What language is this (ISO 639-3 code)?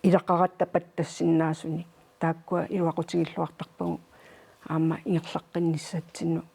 kal